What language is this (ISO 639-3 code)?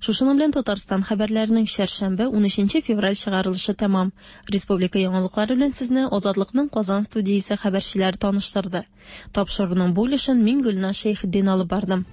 tat